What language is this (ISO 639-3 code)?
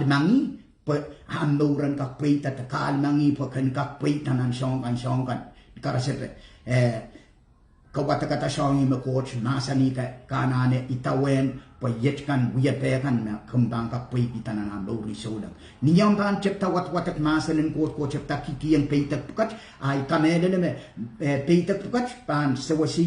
pon